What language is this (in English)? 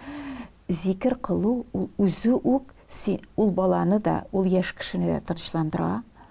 Tatar